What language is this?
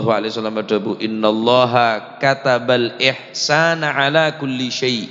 Madurese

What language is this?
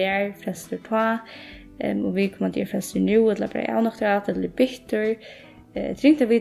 Faroese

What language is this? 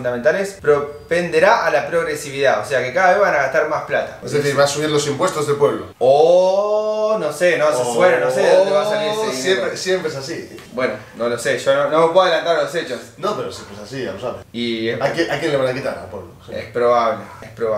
Spanish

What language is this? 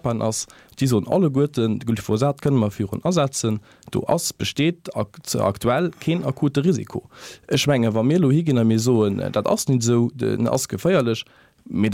Luxembourgish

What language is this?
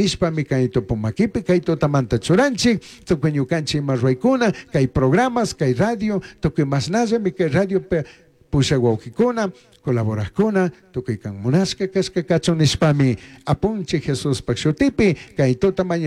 Chimborazo Highland Quichua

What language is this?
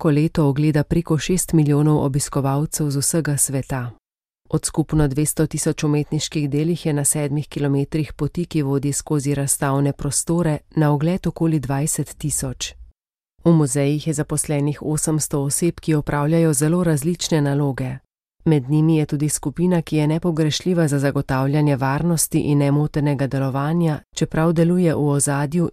Slovenian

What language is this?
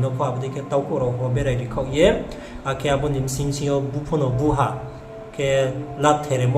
Riang (India)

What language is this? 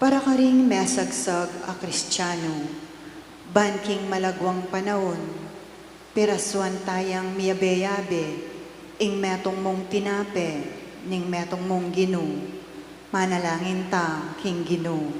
Pampanga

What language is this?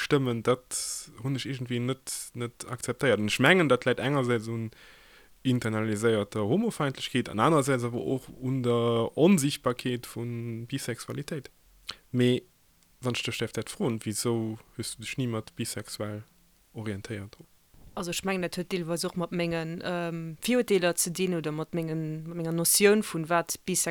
Luxembourgish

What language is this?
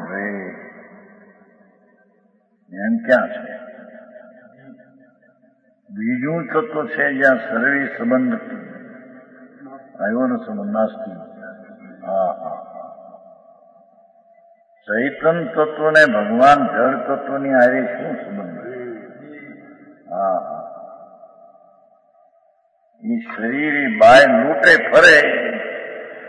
Gujarati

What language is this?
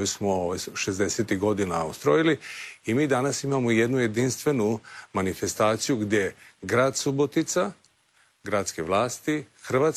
Croatian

